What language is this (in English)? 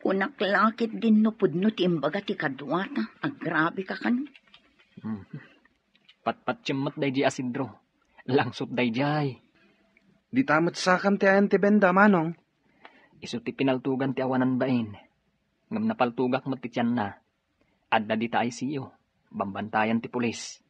Iloko